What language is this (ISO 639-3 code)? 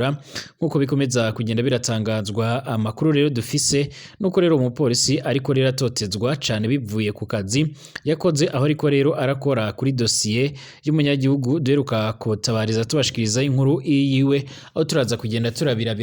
run